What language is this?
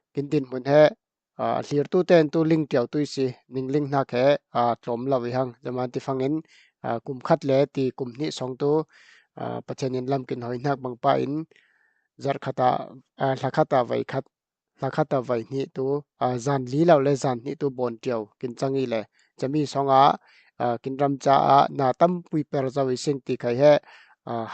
Falam Chin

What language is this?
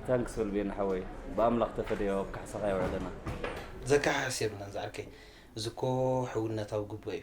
Tigrinya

